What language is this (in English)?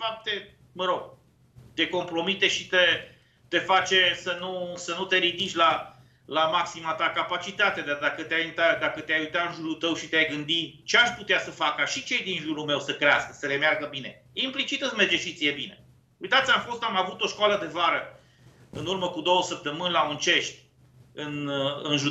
Romanian